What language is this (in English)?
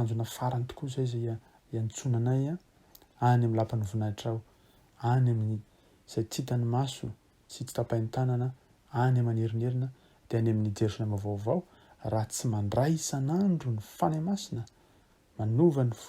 Malagasy